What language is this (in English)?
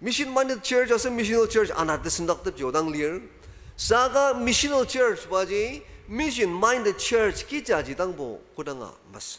Ao Naga